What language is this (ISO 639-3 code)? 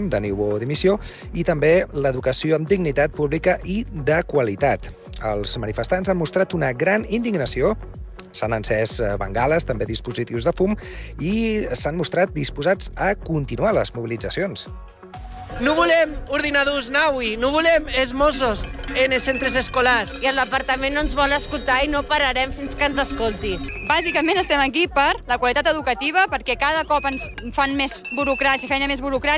cat